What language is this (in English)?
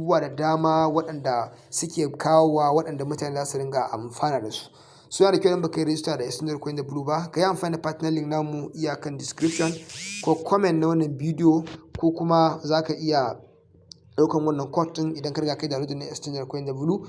Hausa